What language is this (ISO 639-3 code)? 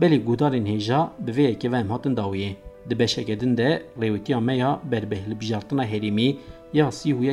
kur